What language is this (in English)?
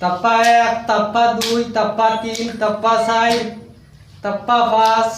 Sylheti